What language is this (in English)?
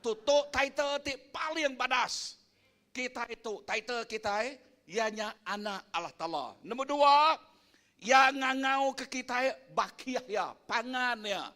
Iban